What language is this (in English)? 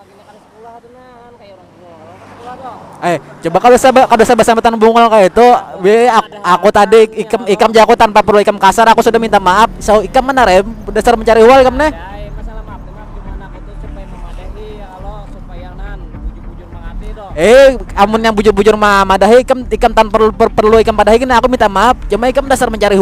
Banjar